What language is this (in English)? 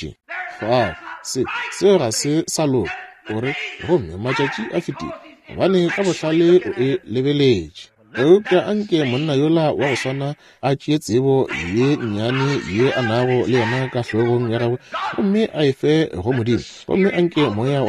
Northern Sotho